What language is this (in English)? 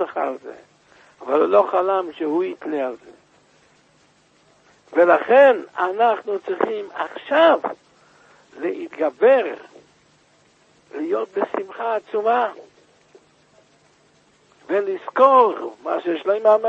Hebrew